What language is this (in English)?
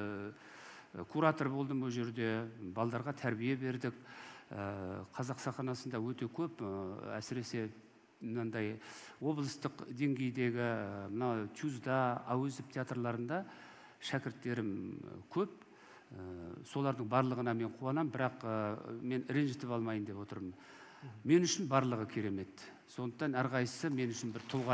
Kazakh